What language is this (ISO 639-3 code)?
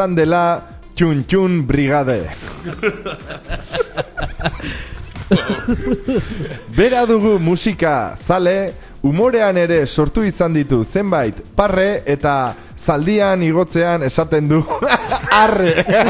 eus